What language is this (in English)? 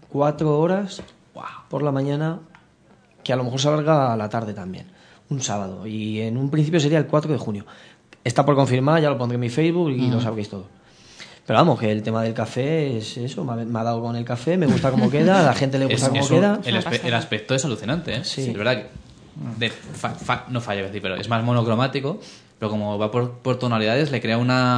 Spanish